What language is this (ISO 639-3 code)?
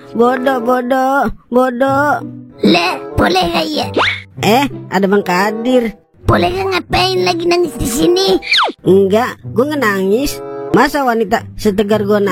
bew